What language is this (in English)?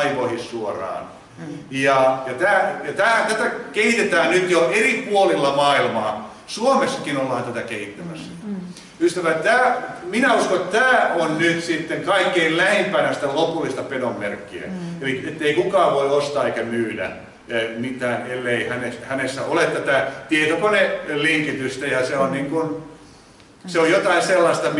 Finnish